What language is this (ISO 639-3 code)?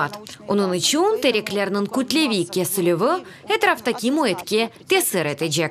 crh